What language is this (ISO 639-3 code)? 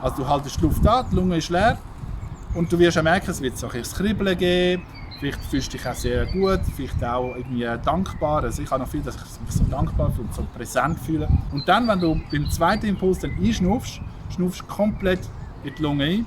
gsw